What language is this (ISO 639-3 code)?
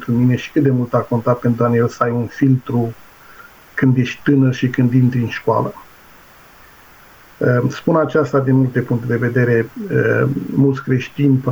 ron